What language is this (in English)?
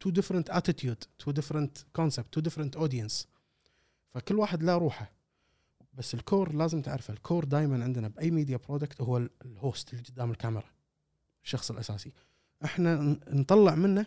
Gulf Arabic